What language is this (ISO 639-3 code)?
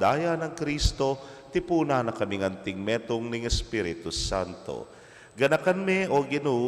pam